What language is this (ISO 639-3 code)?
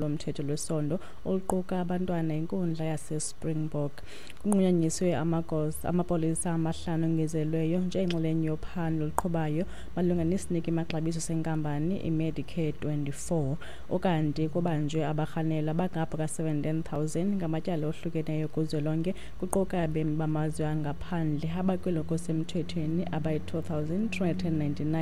xho